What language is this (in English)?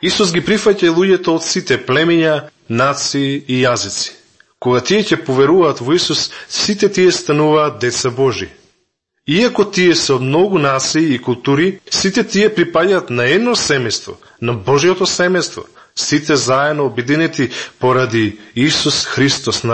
Macedonian